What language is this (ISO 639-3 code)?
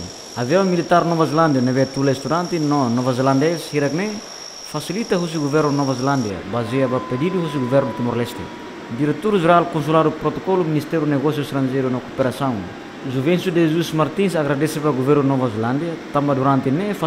tet